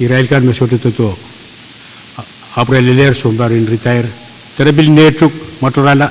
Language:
Pohnpeian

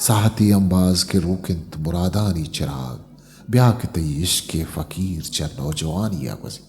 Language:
Eastern Balochi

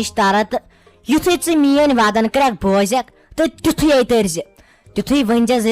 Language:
Kashmiri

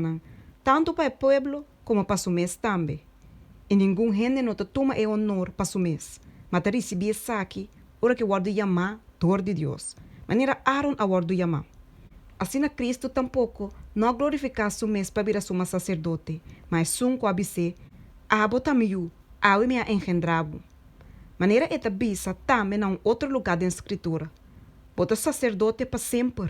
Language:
Papiamento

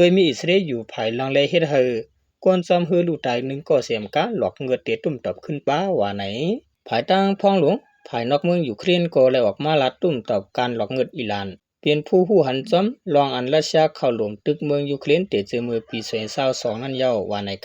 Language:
Shan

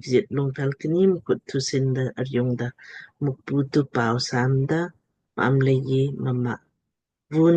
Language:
Lamkang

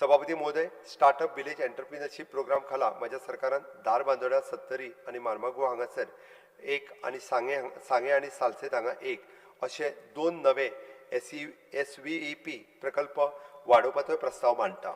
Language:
Konkani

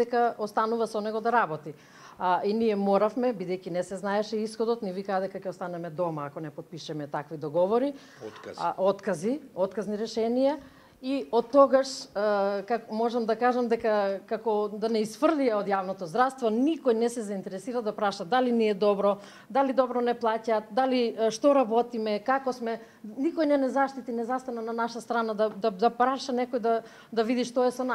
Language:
Macedonian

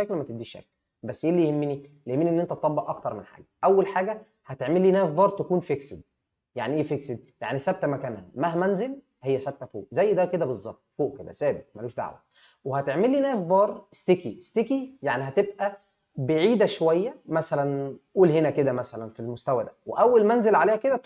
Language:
Egyptian Arabic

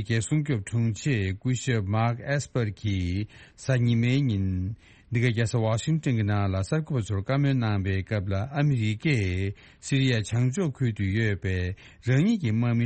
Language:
Tibetan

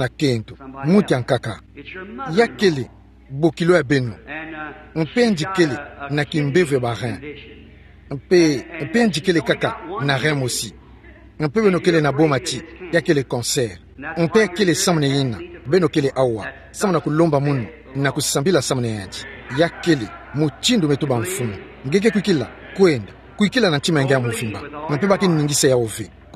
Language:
Kituba (Democratic Republic of Congo)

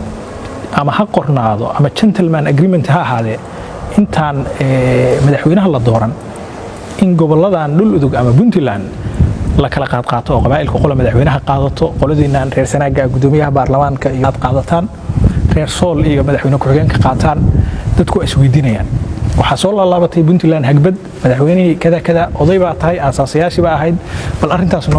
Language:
Somali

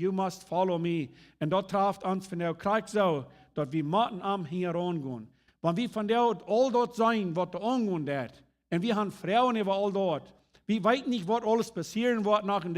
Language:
Plautdietsch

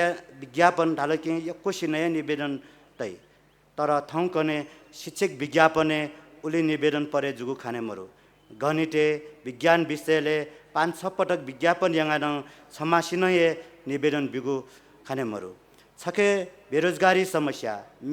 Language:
Newari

